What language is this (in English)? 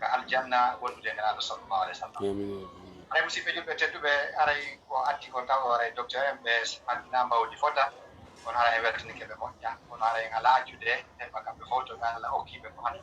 Fula